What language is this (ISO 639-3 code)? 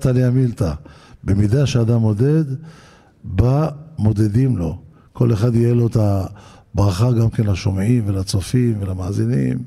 heb